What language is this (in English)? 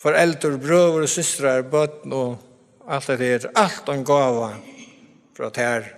Faroese